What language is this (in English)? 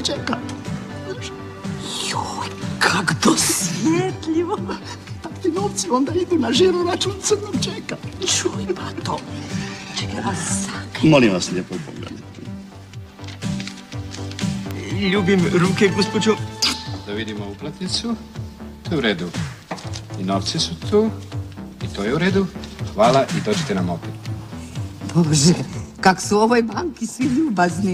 Croatian